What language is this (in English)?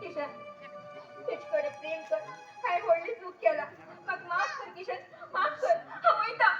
Konkani